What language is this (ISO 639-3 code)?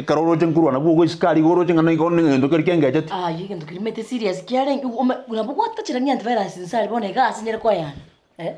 guz